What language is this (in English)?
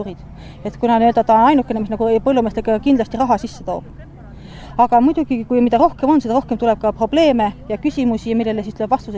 Estonian